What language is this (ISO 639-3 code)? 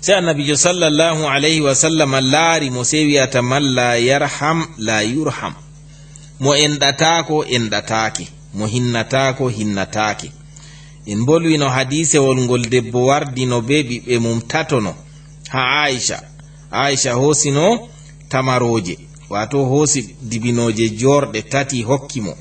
ful